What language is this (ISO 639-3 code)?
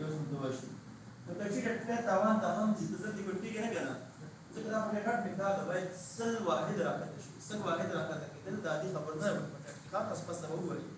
pus